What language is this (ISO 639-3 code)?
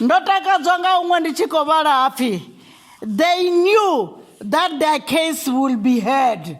ven